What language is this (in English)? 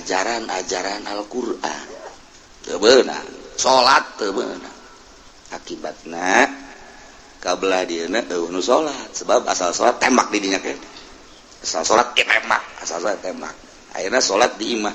Sundanese